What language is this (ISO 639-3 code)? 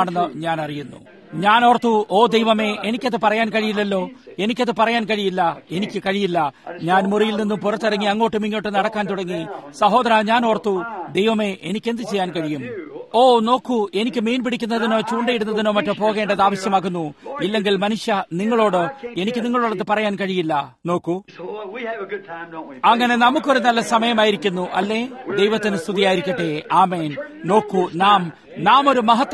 mal